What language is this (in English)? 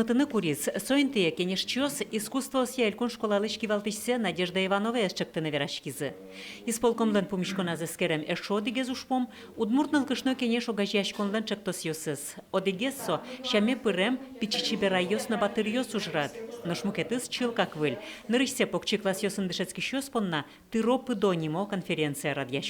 Udmurt